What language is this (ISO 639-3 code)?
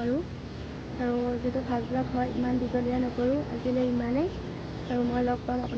asm